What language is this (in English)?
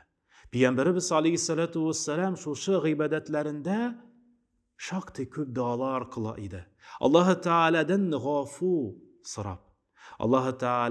Tatar